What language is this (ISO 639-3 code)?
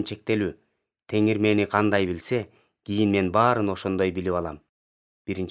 kir